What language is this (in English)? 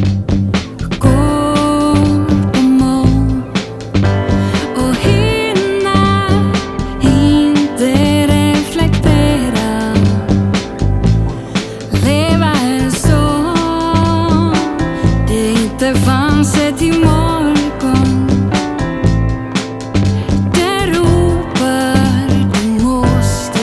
Swedish